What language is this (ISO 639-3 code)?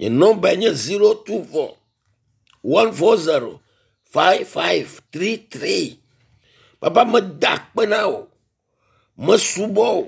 ewe